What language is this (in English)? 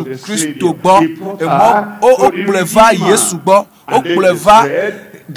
Ewe